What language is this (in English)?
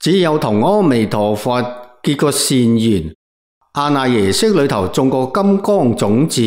Cantonese